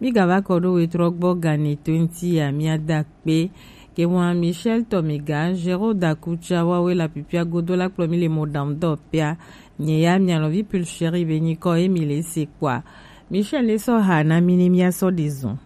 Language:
Gen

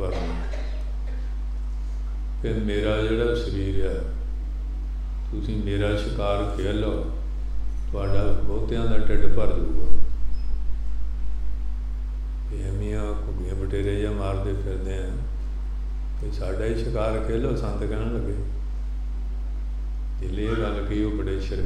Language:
Punjabi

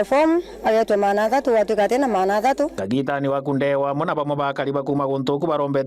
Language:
Meru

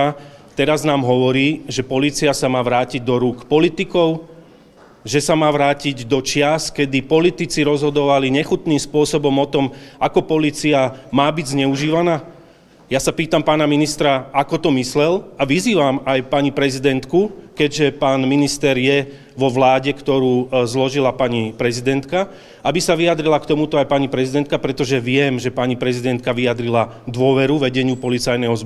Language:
Slovak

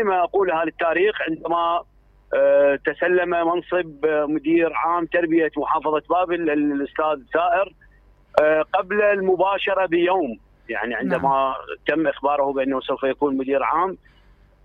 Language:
Mesopotamian Arabic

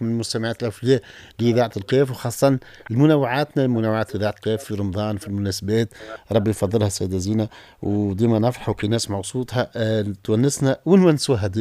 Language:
Tunisian Arabic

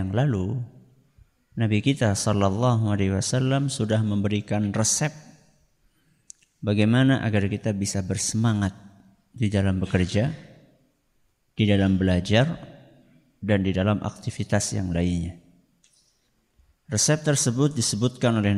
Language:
Indonesian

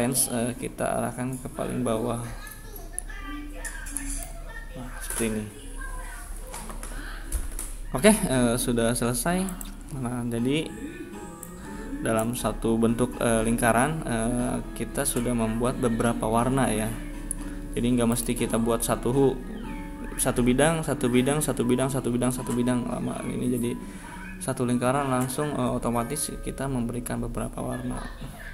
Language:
Indonesian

